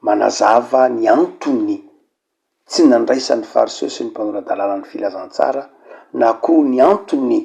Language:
Malagasy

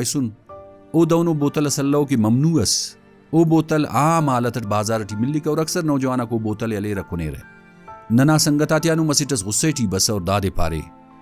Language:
Brahui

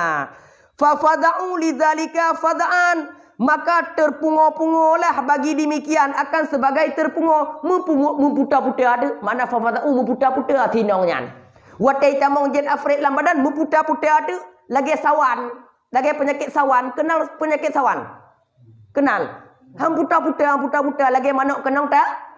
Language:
Achinese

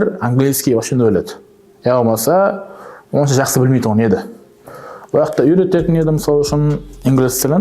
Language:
Kara-Kalpak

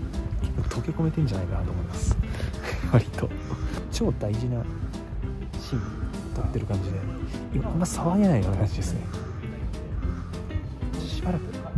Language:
Japanese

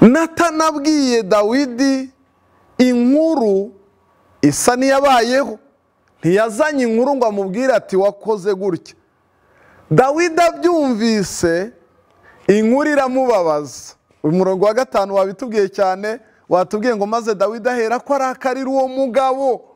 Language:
Kinyarwanda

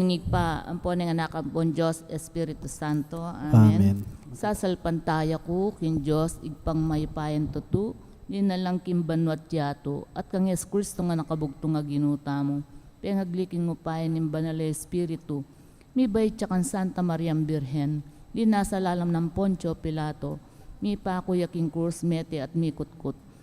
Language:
Pampanga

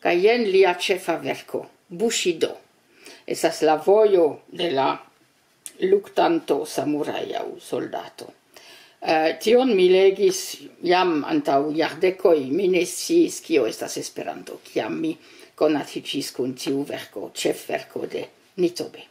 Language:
Esperanto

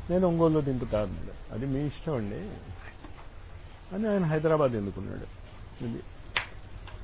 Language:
Telugu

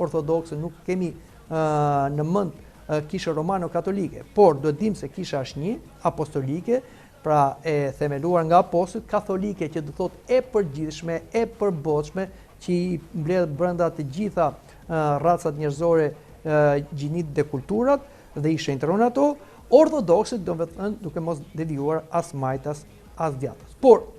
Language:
Albanian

